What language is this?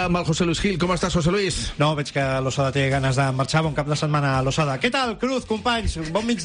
Catalan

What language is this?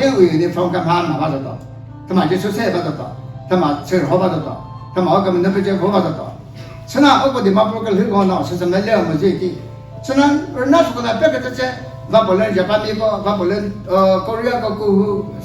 Chokri Naga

